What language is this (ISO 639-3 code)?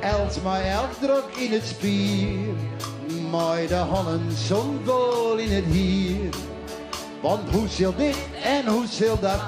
fry